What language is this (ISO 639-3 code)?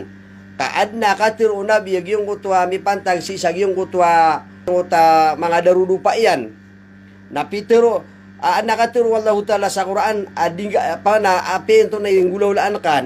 mrw